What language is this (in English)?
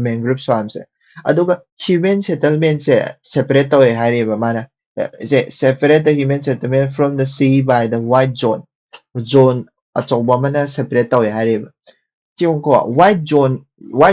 Manipuri